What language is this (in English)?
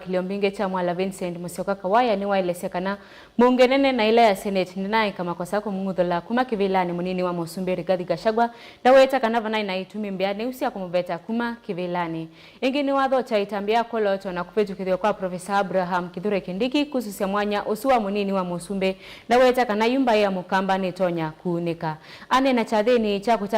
Kamba